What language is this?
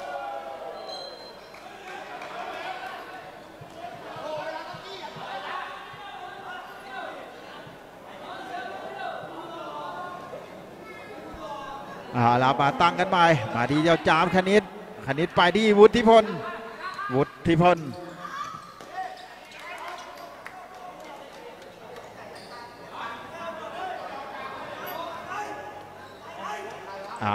Thai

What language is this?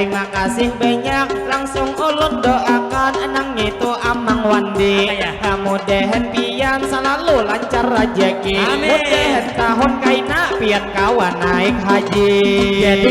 Banjar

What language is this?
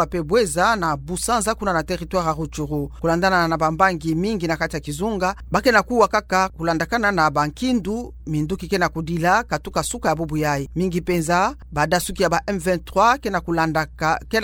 Kituba (Democratic Republic of Congo)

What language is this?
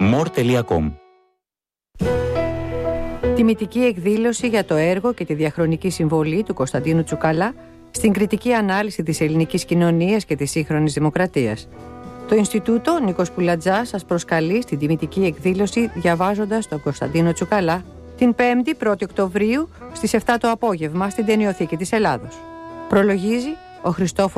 Greek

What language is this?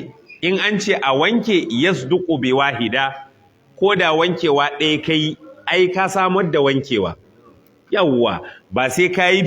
Hausa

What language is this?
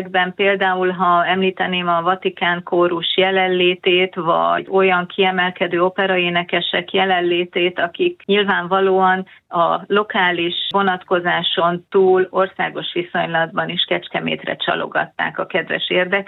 Hungarian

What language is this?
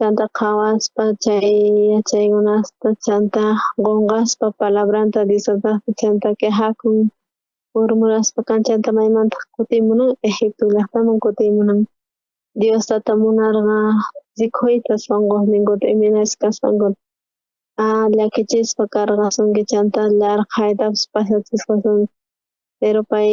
South Bolivian Quechua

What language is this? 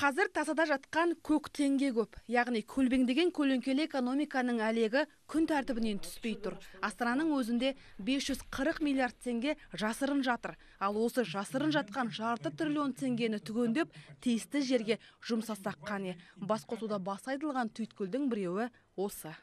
Kazakh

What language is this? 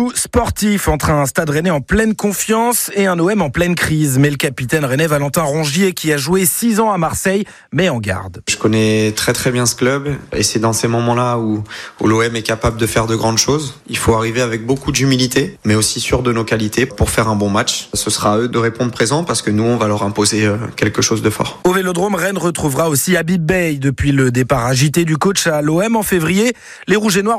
French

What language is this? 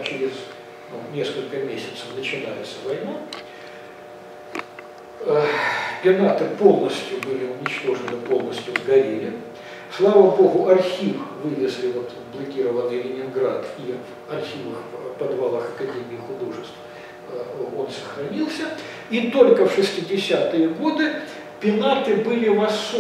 Russian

